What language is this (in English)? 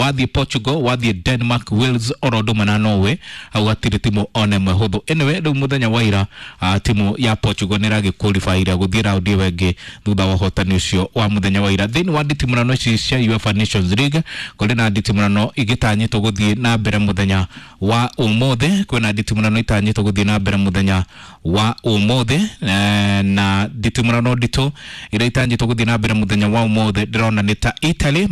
Kikuyu